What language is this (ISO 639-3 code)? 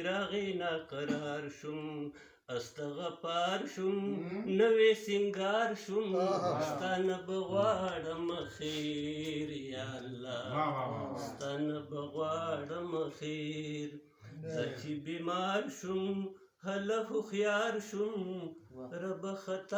pus